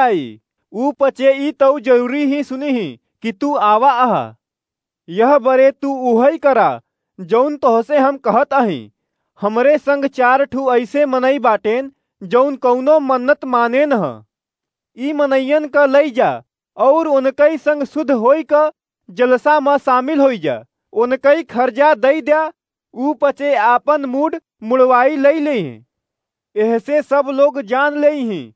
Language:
Awadhi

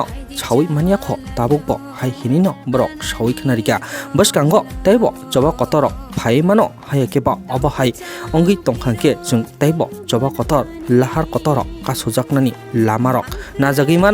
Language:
Kok Borok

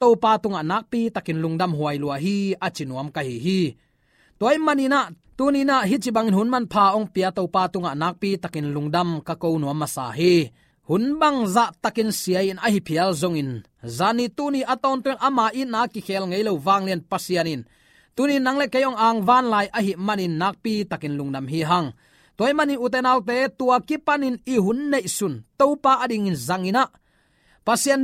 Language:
Tedim Chin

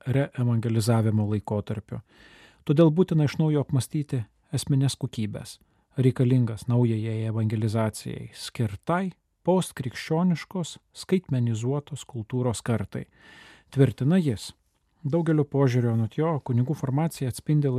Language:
Lithuanian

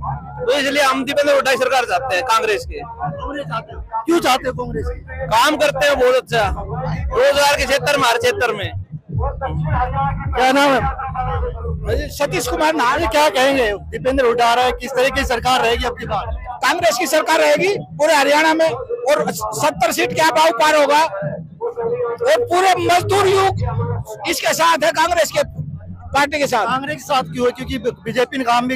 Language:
Hindi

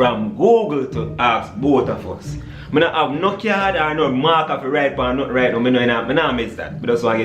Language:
Jamaican Creole English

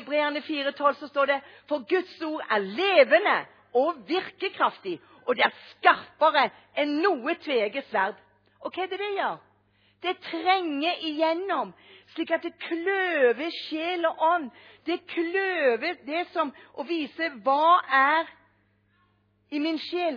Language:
Norwegian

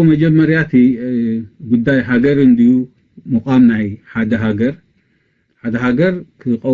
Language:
Tigrinya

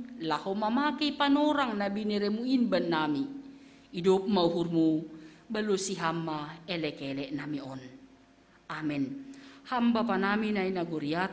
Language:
Batak Simalungun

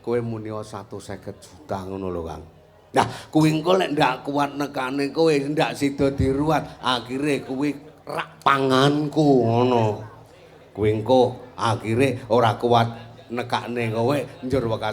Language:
Javanese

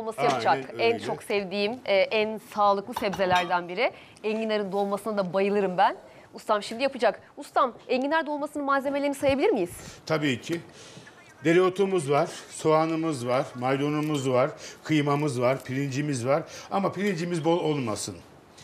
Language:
Turkish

